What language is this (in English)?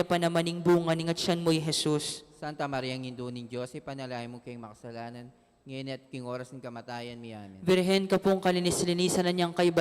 Pampanga